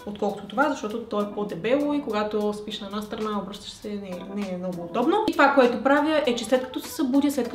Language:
Bulgarian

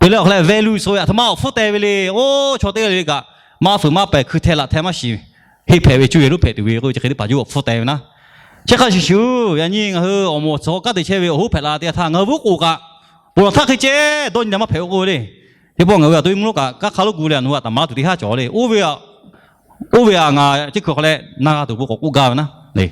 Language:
Lahu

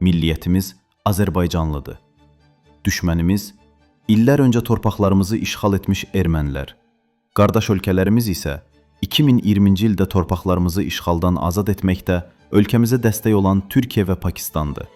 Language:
Azerbaijani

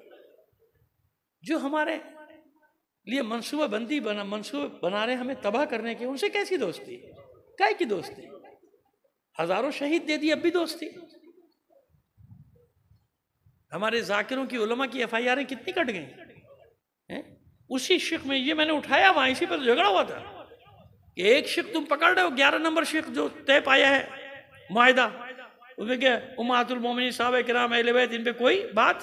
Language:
Urdu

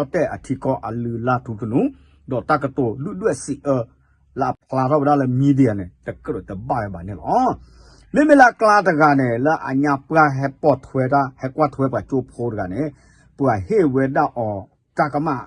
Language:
S'gaw Karen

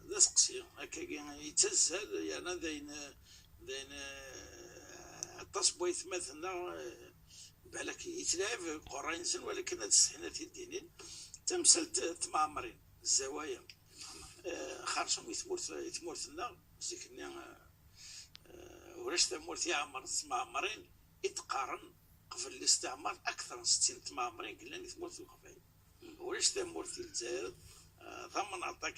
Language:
Kabyle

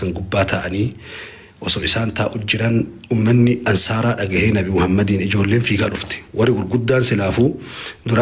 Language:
Oromo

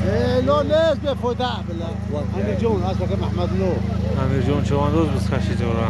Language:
Tajik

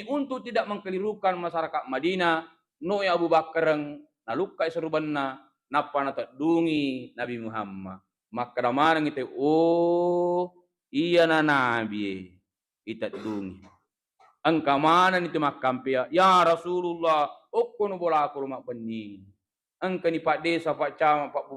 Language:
Buginese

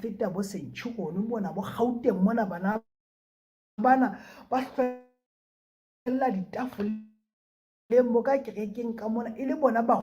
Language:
Southern Sotho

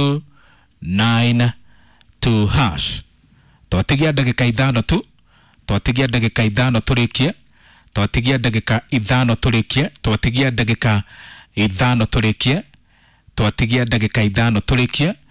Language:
Kikuyu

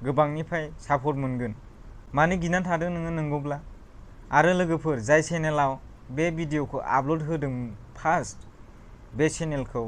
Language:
Bodo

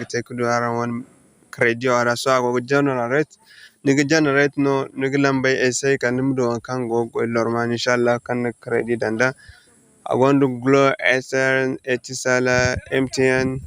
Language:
Zarma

